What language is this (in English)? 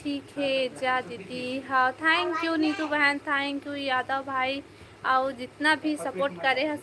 Chhattisgarhi